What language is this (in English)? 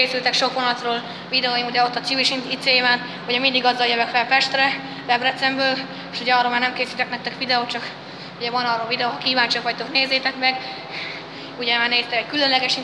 Hungarian